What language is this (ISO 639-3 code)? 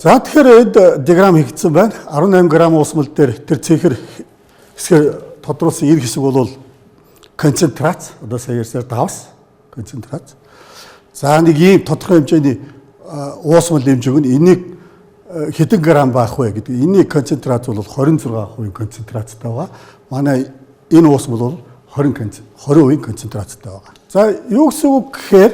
mon